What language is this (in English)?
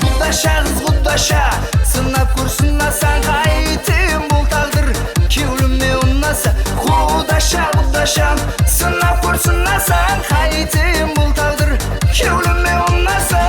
Kara-Kalpak